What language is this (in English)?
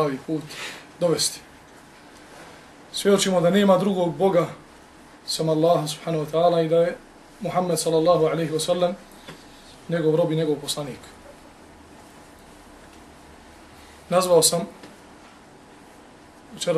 Bosnian